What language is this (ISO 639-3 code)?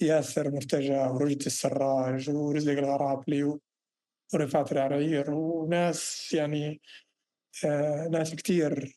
apc